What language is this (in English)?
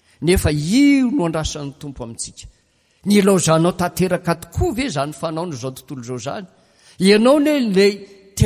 Malagasy